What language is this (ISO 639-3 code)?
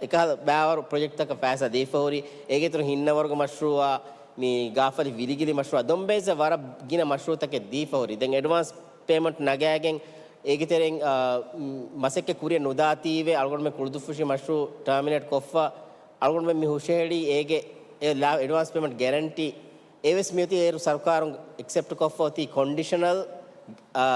div